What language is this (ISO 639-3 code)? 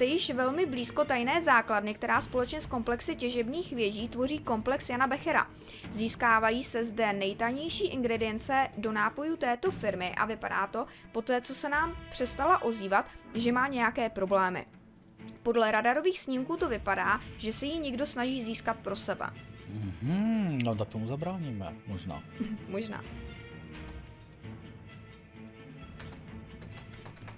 ces